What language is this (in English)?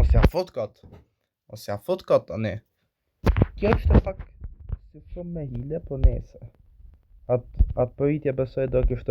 Albanian